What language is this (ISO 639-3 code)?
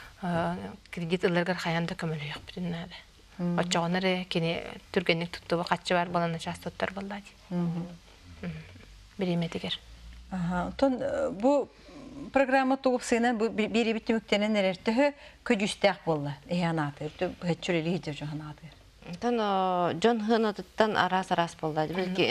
sah